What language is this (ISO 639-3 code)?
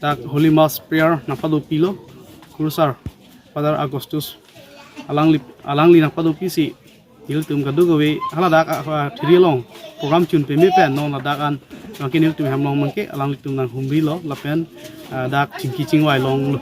mjw